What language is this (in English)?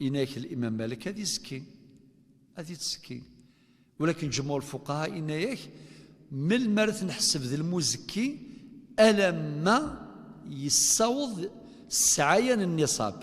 Kabyle